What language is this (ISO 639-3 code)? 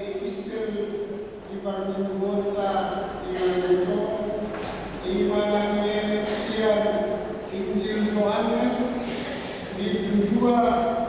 bbc